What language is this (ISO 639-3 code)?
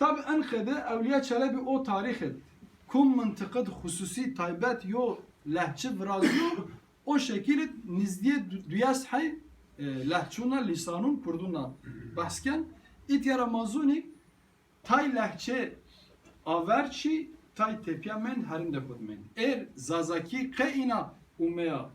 kur